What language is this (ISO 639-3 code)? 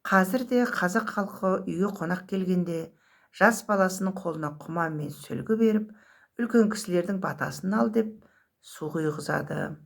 kaz